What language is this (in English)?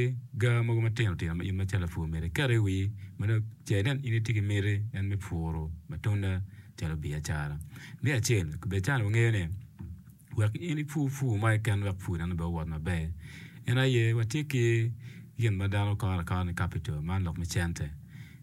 Acoli